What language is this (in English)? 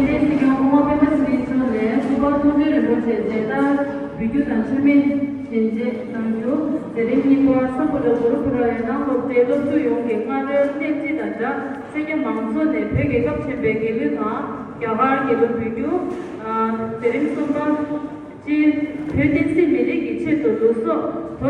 Tibetan